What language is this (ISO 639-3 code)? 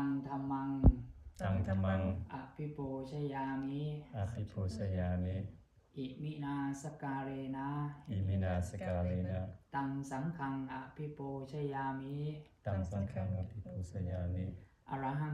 pli